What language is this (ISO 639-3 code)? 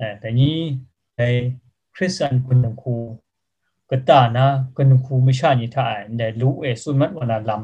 kac